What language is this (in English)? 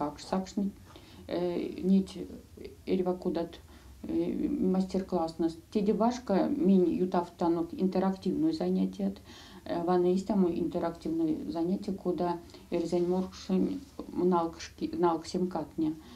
Erzya